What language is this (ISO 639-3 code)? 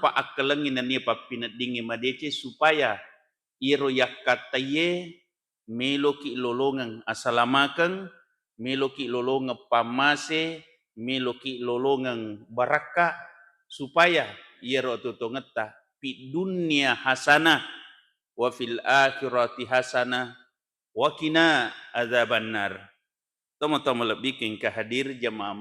bug